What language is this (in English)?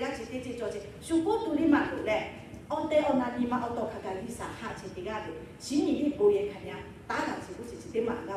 Lahu